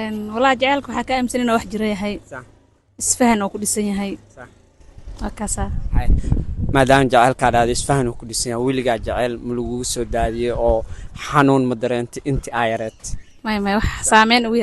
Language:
Somali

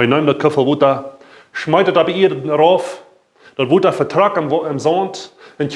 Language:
Plautdietsch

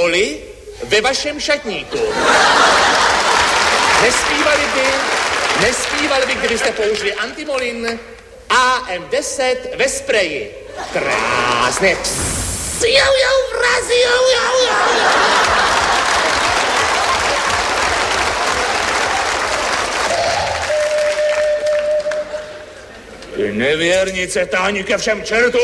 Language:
Czech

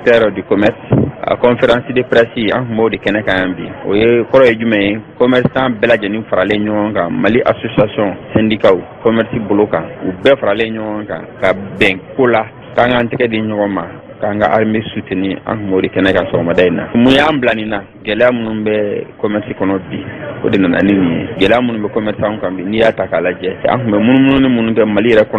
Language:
Bambara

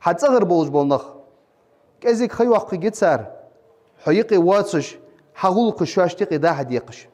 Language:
Ingush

